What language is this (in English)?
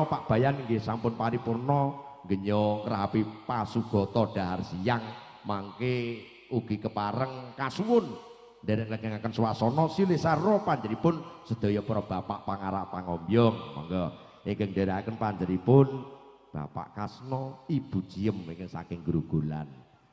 Javanese